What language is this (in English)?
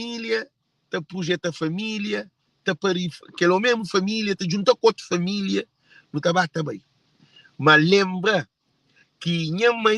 Kabuverdianu